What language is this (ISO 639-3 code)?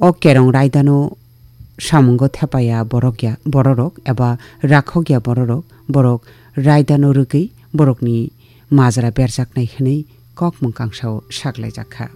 trp